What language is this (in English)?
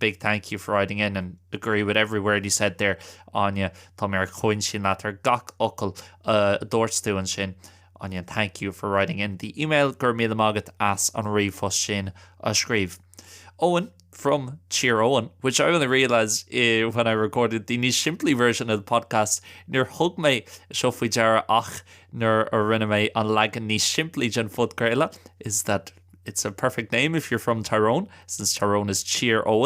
Irish